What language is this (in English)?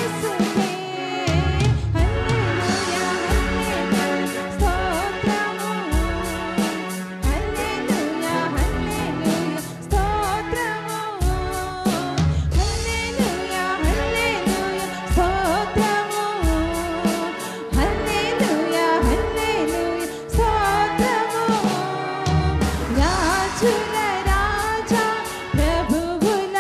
Telugu